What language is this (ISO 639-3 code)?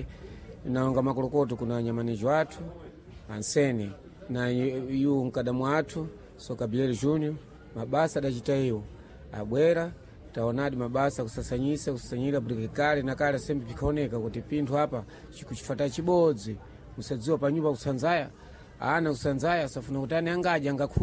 seh